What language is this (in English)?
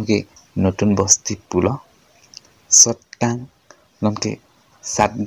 Karbi